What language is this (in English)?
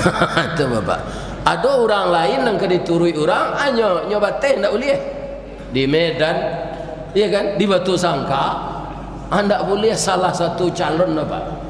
Minangkabau